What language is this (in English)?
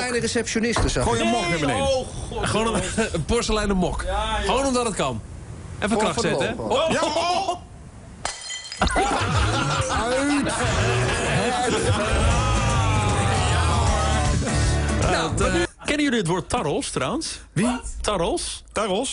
Dutch